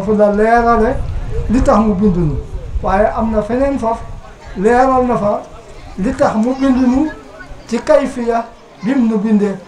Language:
Wolof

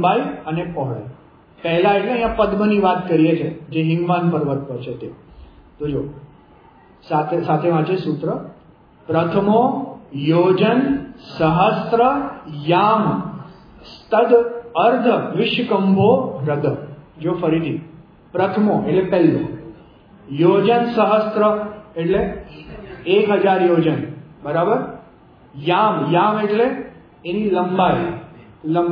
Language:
Gujarati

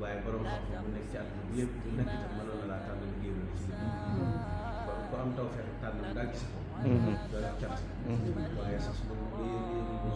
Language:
Wolof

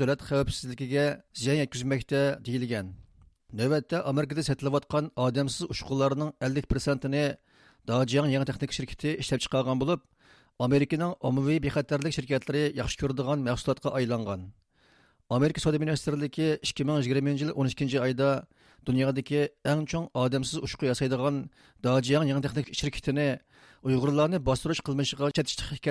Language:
Uyghur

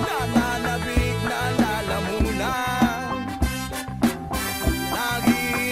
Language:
Filipino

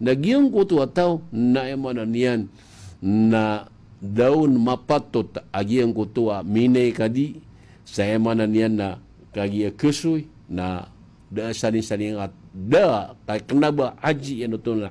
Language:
Maranao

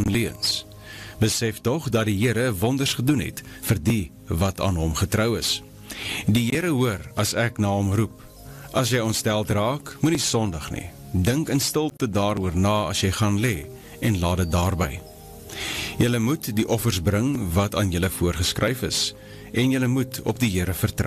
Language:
Afrikaans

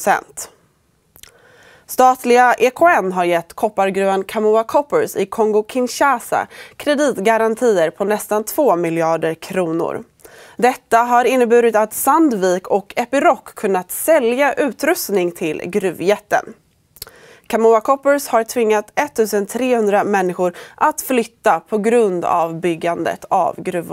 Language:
Swedish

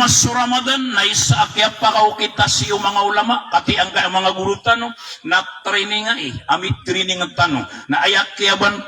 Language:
Maranao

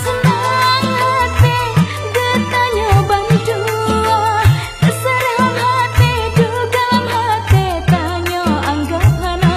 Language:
Achinese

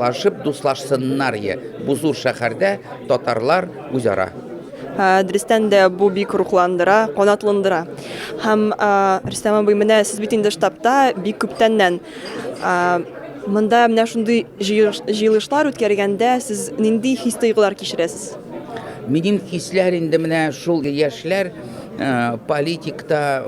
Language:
Tatar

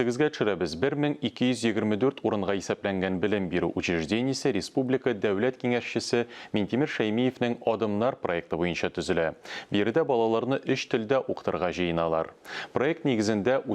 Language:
Tatar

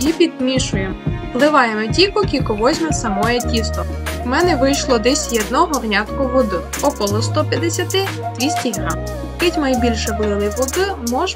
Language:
Rusyn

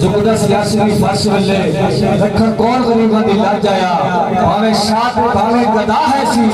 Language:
Saraiki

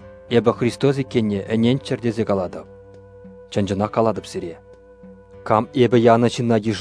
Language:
Chuvash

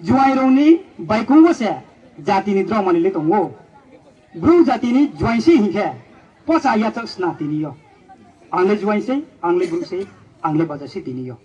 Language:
Riang (India)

